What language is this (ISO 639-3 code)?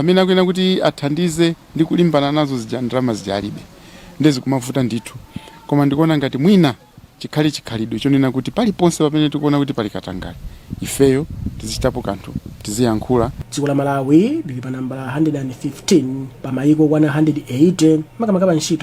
nya